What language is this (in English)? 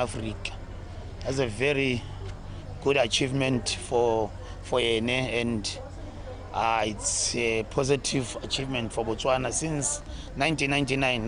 Tswana